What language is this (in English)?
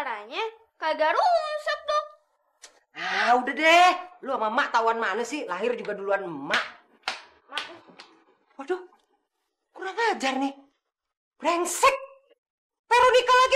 Betawi